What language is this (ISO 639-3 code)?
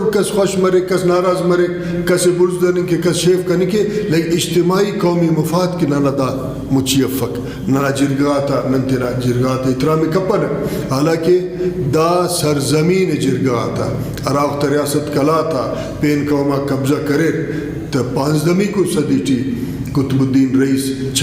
brh